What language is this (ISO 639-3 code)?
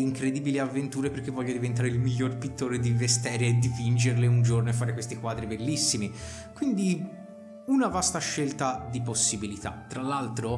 ita